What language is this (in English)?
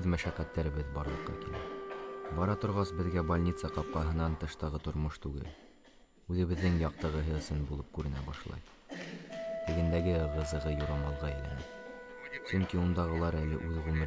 Bashkir